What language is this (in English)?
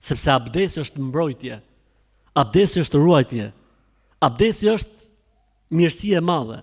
Albanian